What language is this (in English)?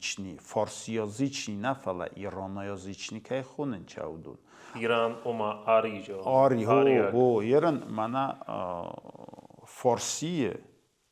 Ossetic